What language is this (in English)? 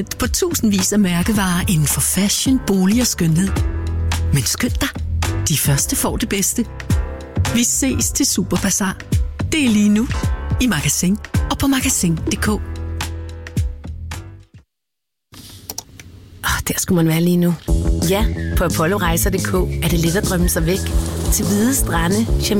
Danish